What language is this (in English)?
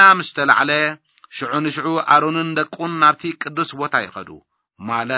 Tigrinya